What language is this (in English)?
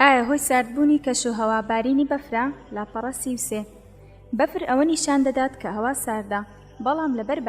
Central Kurdish